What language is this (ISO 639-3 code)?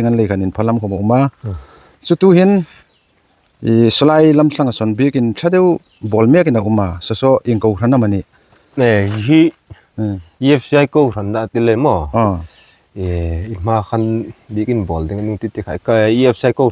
hmr